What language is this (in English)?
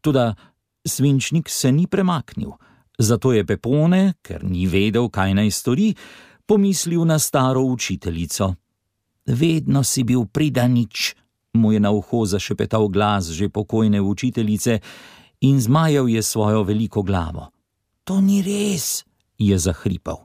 Slovenian